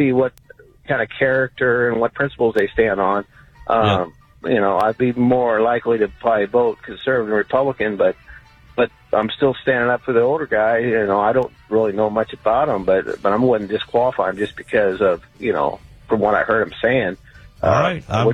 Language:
English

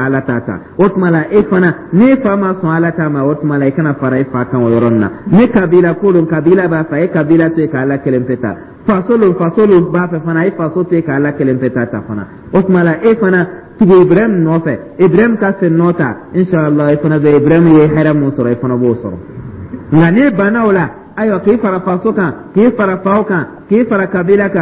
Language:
Dyula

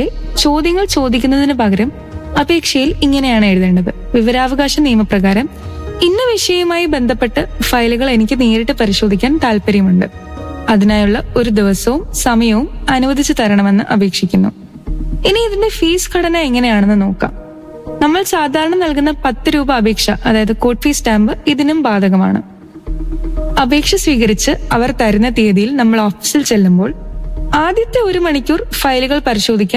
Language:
Malayalam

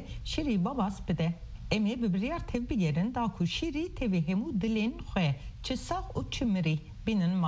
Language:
Kurdish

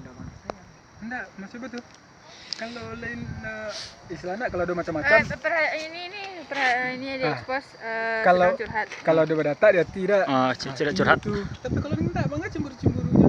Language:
Minangkabau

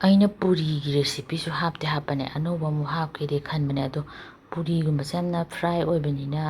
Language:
Manipuri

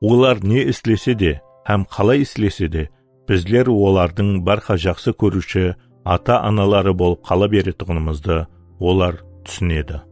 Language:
Kara-Kalpak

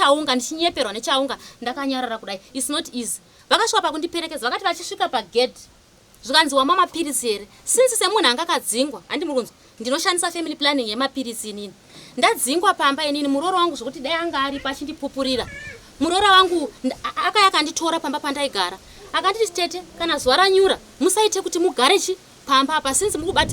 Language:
Shona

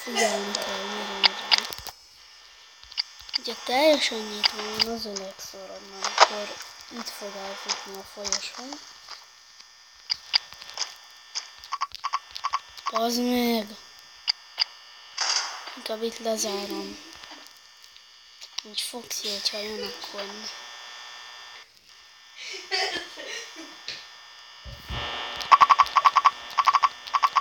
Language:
Hungarian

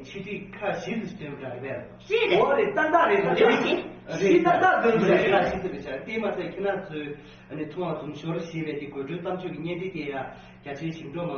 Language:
Tibetan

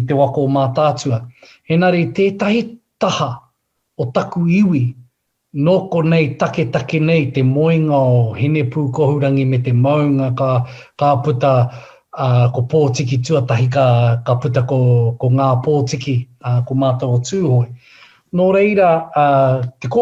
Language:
Māori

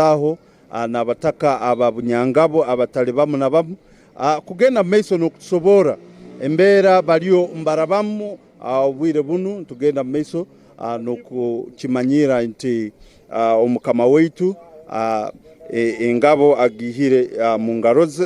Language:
Tooro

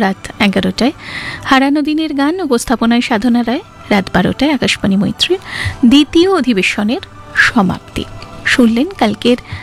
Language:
Bangla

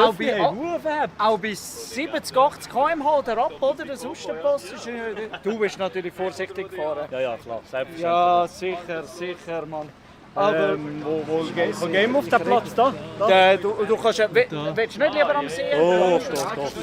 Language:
Swiss German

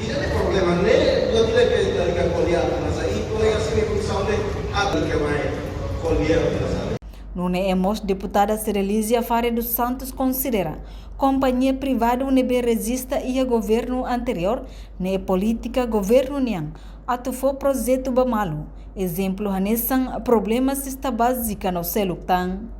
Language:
Tetum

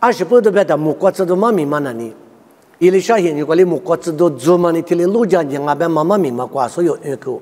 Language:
Lisu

